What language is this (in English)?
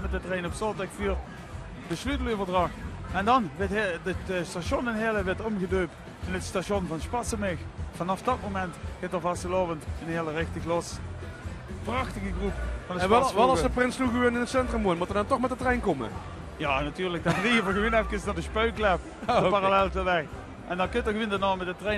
Limburgish